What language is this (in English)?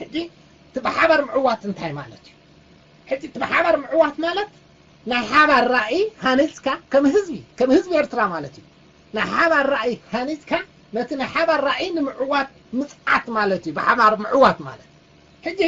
Tigrinya